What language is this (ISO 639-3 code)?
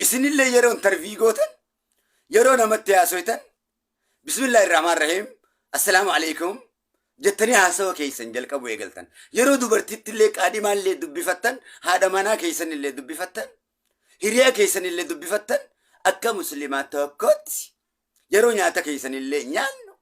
orm